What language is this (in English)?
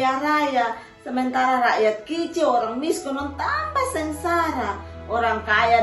Kupang Malay